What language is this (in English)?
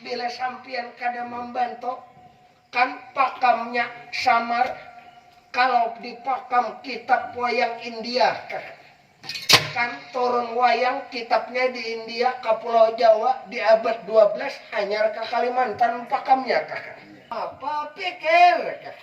Banjar